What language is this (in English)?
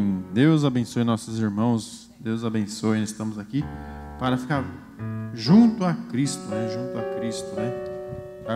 Portuguese